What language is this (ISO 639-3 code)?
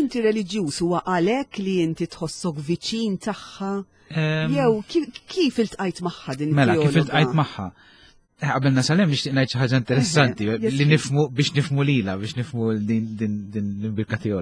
mlt